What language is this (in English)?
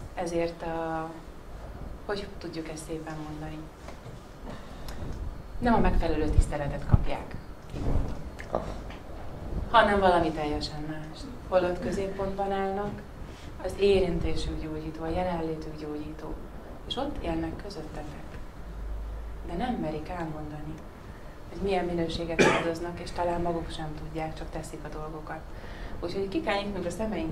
Hungarian